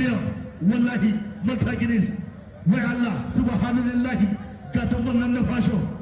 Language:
Hausa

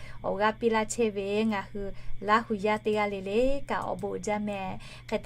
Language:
Lahu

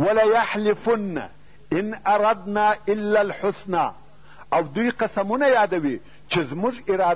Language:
Pashto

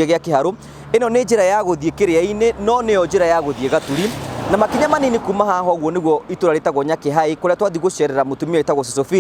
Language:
Kikuyu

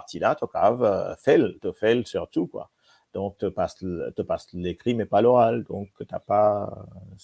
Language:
Morisyen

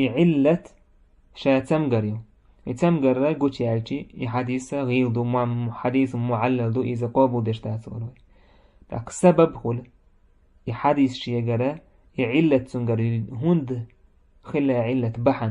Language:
Chechen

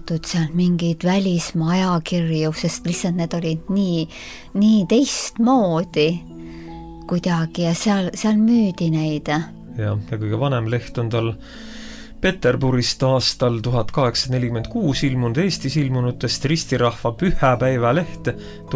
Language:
Estonian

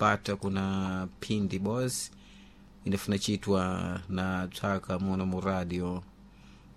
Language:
Sena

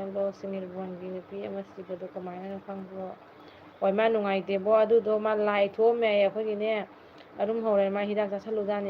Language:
Manipuri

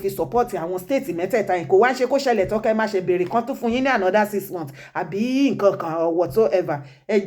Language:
Yoruba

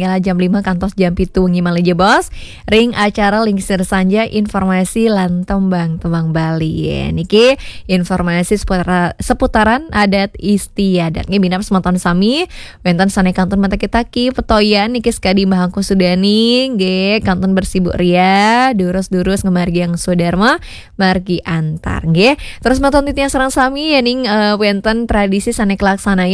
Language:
Balinese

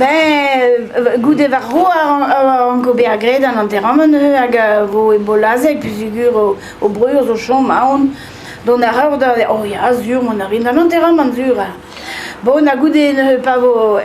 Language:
Breton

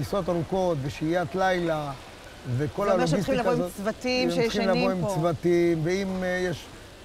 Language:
Hebrew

